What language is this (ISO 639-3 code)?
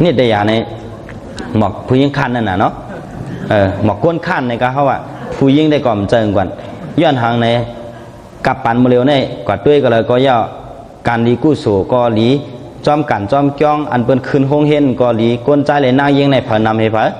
shn